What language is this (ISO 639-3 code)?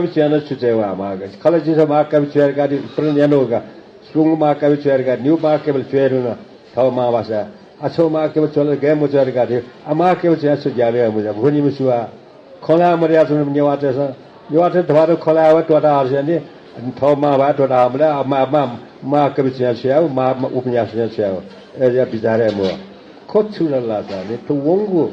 new